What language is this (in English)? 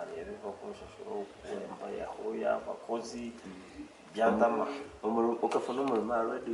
Nyankole